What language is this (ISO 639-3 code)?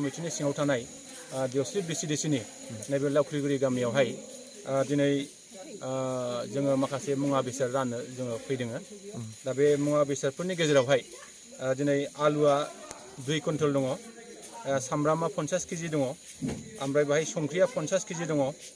brx